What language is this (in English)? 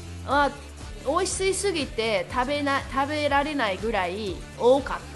Japanese